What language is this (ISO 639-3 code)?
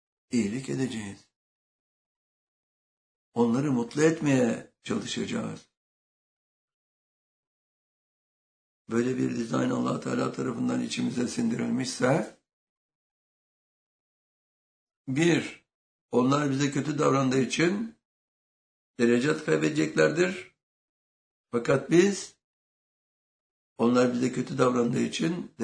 tur